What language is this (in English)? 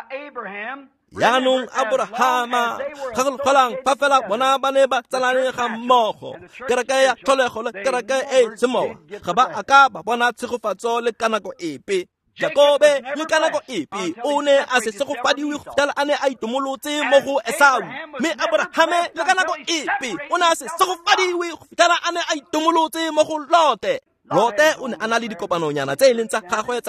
Tswana